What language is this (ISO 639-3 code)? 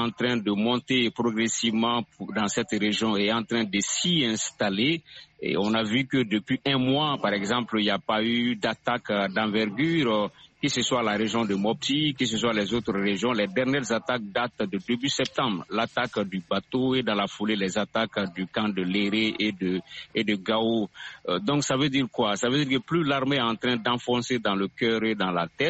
fra